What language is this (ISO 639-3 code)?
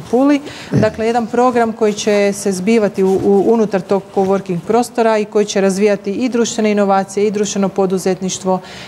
hrv